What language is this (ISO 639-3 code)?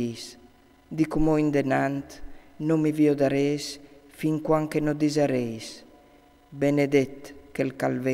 fur